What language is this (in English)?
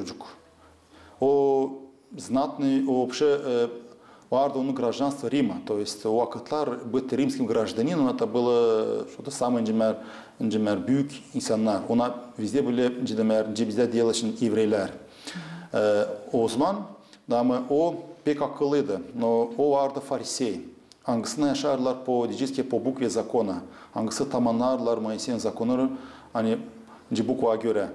Gagauz